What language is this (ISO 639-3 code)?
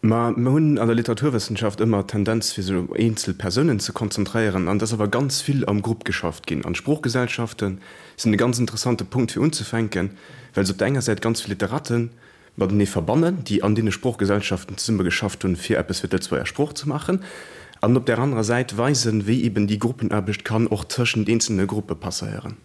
ltz